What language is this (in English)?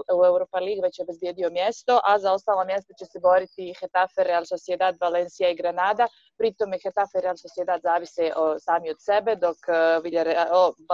Serbian